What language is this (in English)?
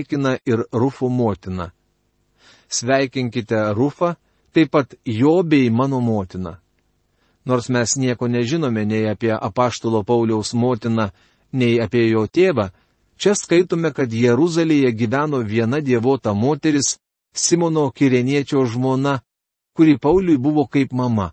Lithuanian